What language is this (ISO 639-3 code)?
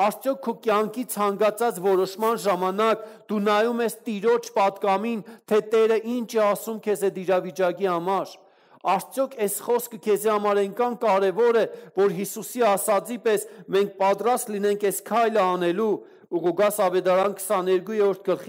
hye